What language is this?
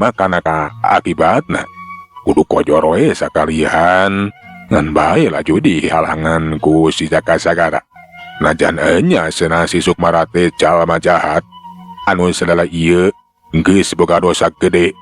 Sundanese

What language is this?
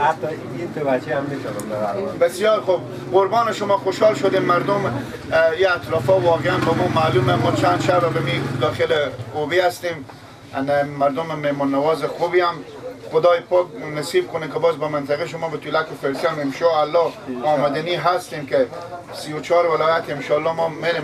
Persian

